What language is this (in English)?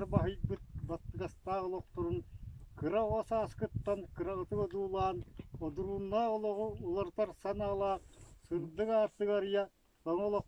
Yakut